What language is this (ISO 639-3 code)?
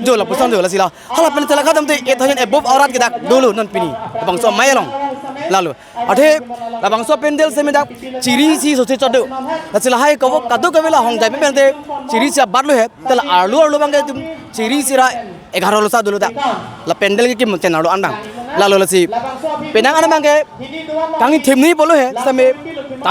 mjw